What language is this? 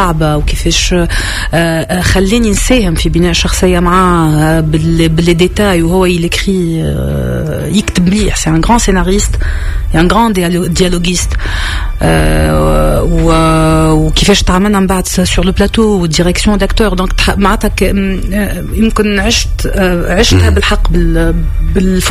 Tunisian Arabic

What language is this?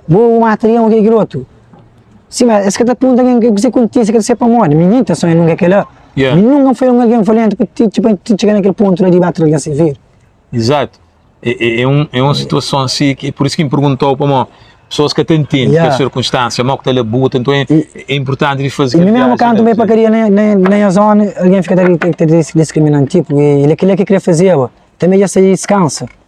Kabuverdianu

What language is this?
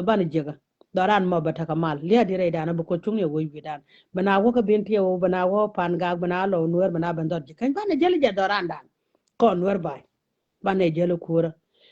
Nuer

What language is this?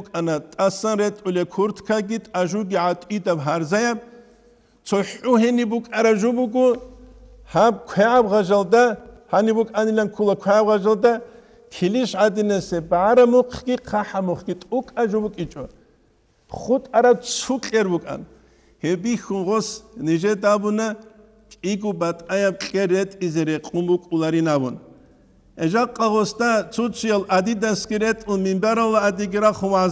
Avaric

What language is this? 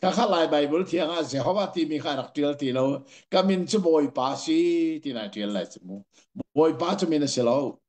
Hakha Chin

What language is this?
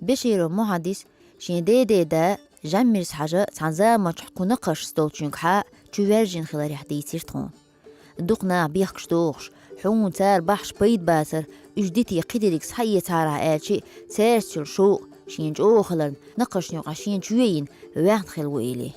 Chechen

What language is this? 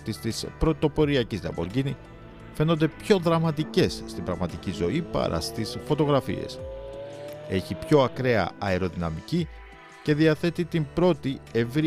Greek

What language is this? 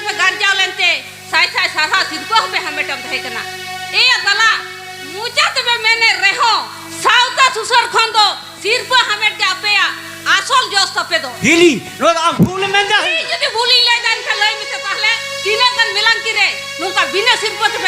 Santali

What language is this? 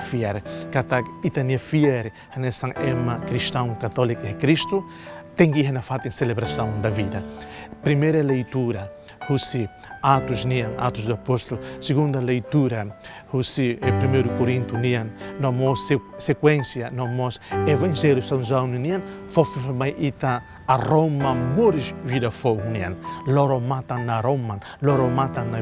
Tetum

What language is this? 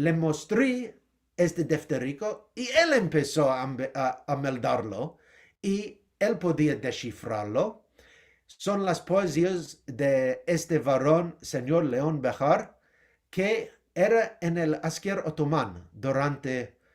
Ladino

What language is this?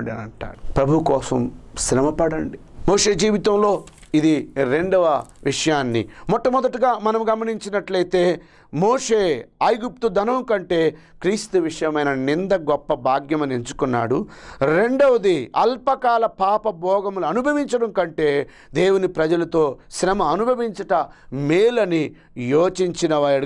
Telugu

